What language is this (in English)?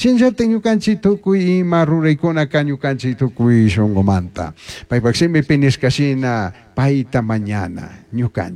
Chimborazo Highland Quichua